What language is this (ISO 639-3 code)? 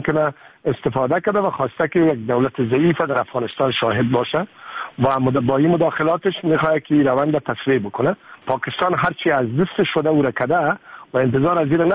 fas